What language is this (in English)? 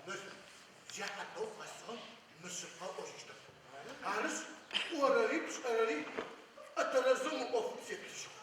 Adyghe